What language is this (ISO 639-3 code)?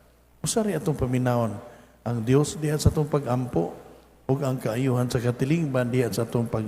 ceb